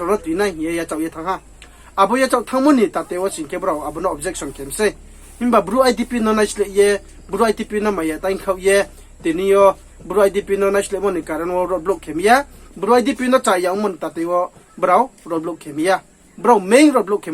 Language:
Riang (India)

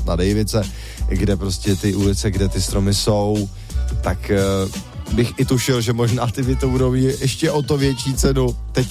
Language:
Czech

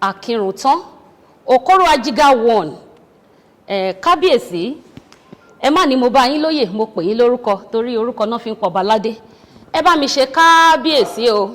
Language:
Yoruba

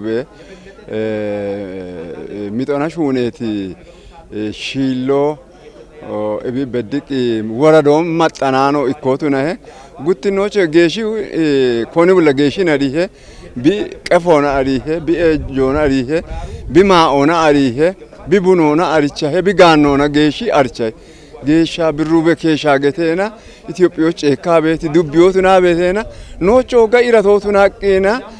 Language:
Kafa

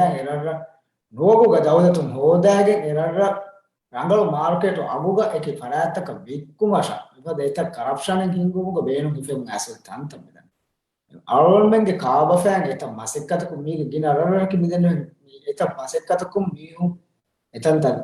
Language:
Divehi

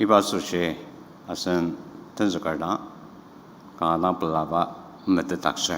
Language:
Ao Naga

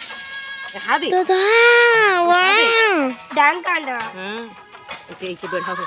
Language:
Chhattisgarhi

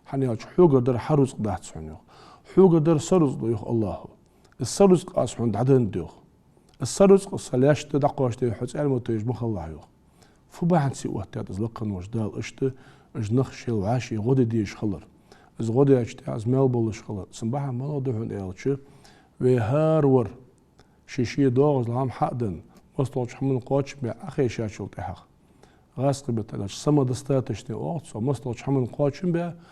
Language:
Ingush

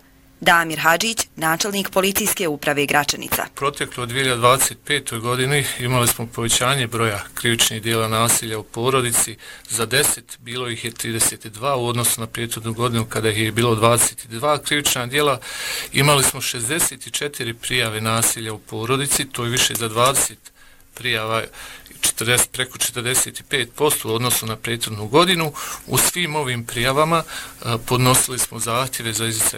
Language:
Bosnian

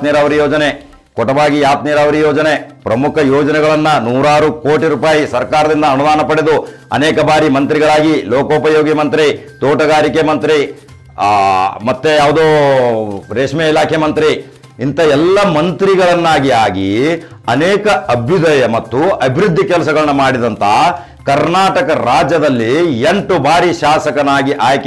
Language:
Kannada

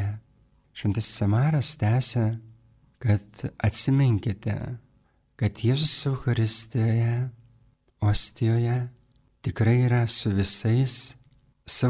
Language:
Lithuanian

